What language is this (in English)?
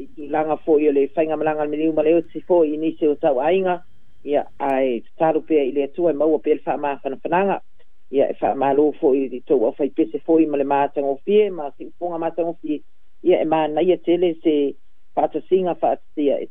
Samoan